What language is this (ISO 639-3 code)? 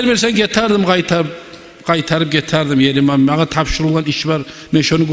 kum